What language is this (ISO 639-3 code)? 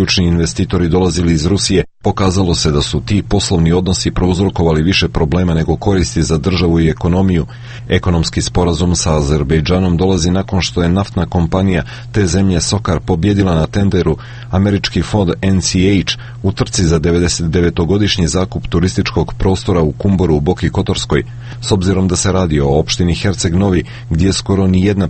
srp